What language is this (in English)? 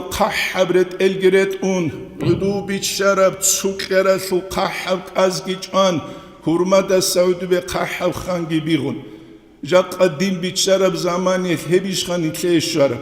Avaric